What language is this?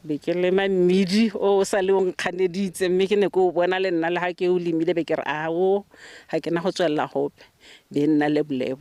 Tswana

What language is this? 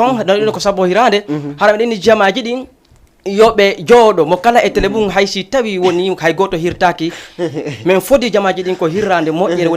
Fula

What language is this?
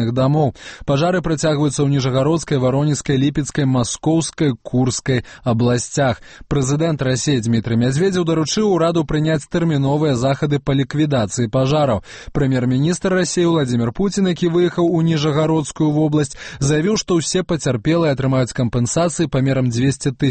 Belarusian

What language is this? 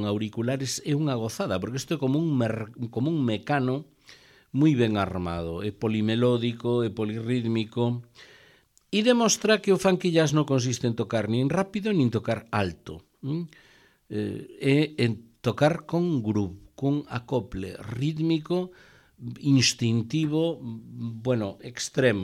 Galician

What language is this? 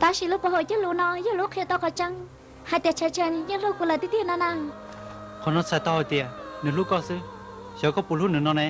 Hmong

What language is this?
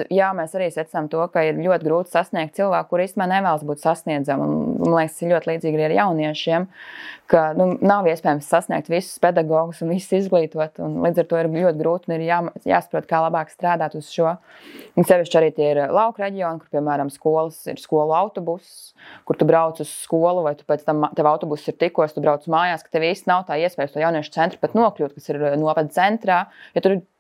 Latvian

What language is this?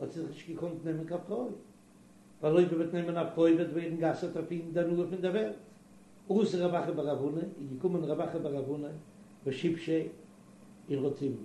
Yiddish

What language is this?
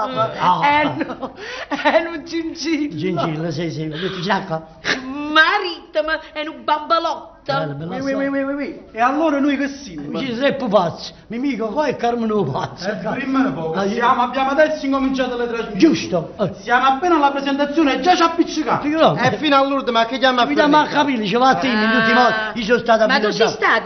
Neapolitan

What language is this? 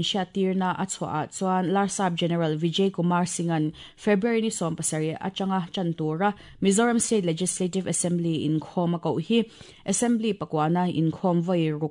Mizo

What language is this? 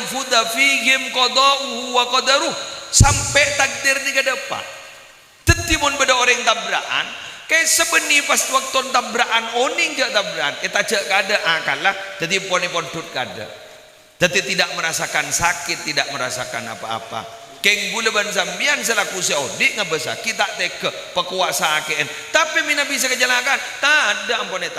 Madurese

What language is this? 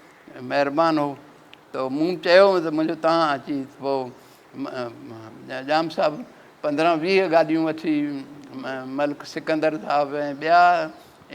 Sindhi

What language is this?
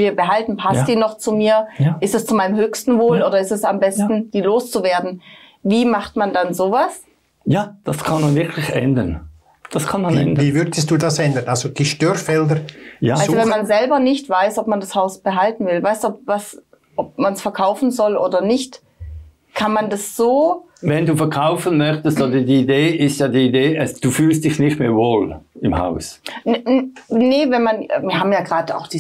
German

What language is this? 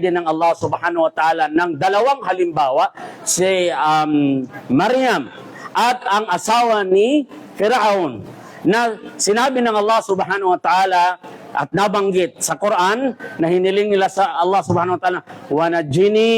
Maranao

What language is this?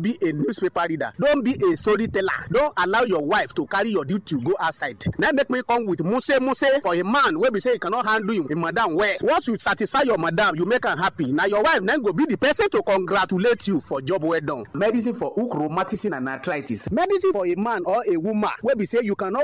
Nigerian Pidgin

